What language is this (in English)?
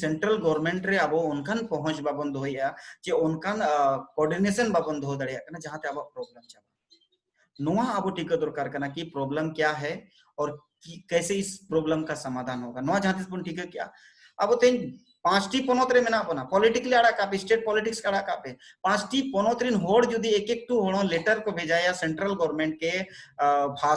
Santali